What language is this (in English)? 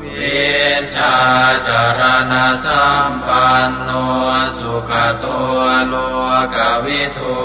Pali